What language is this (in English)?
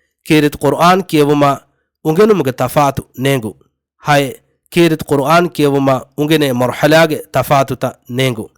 Divehi